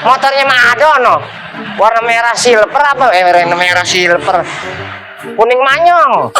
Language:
Betawi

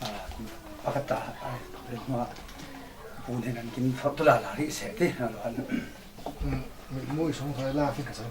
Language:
Falam Chin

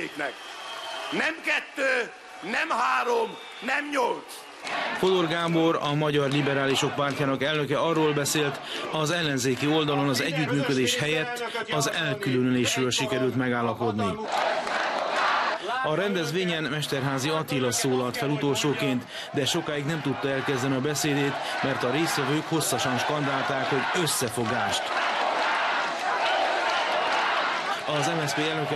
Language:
Hungarian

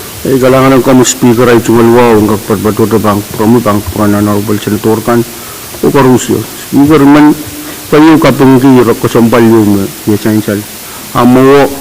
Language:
Pohnpeian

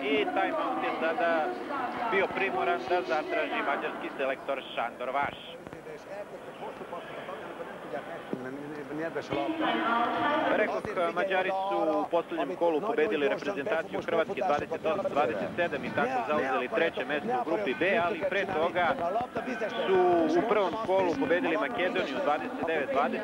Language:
Serbian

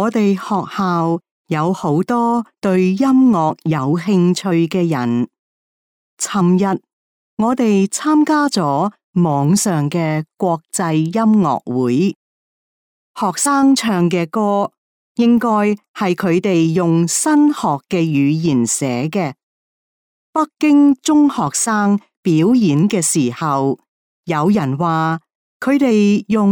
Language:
Cantonese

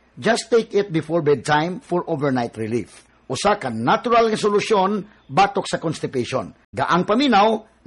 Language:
Cebuano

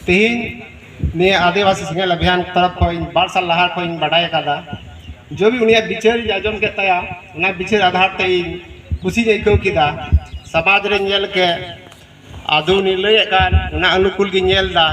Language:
Santali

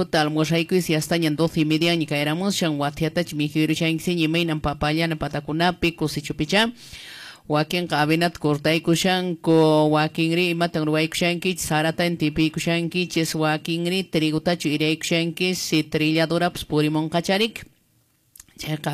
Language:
Quechua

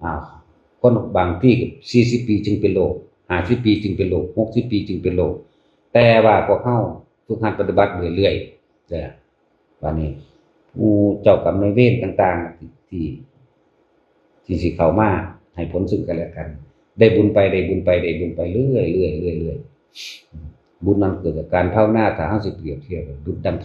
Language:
Northeastern Thai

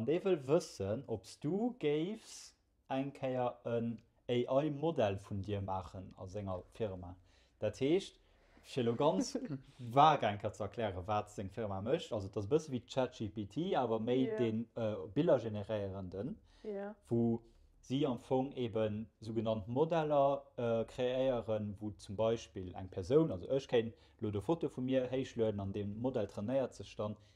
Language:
Luxembourgish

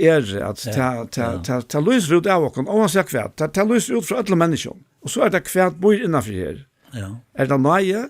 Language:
Faroese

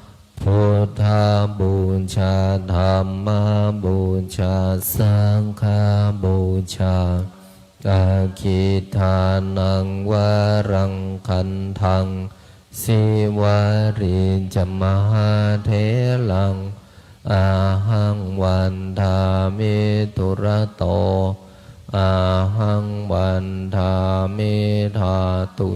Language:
Pali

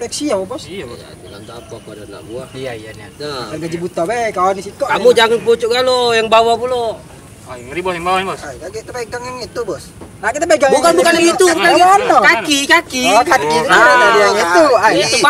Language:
Musi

